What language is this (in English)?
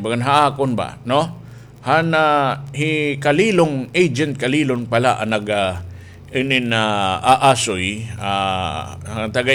Waray